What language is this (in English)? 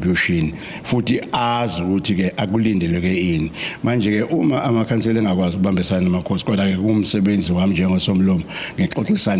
Zulu